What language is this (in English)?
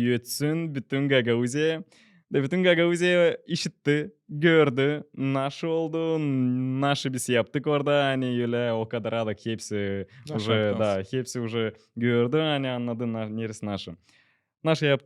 Gagauz